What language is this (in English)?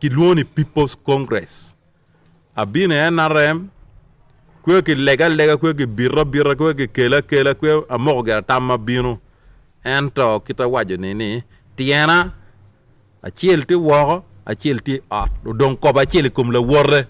Acoli